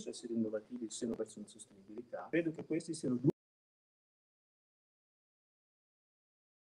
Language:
Italian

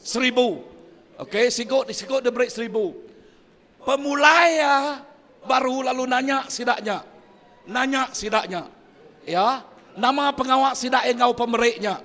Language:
Iban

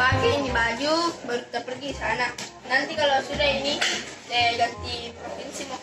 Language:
Buginese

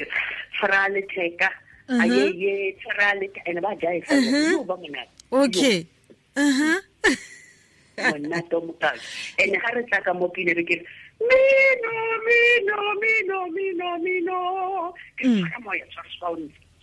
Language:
Tswana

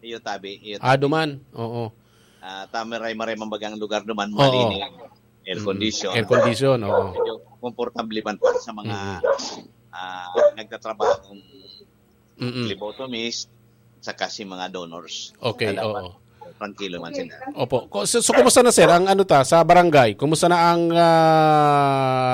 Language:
Bikol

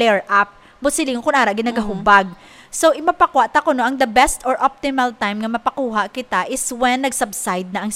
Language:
Hiligaynon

